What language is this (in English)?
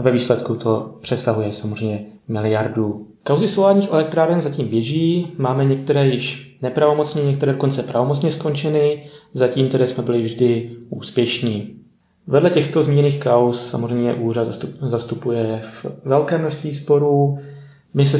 Czech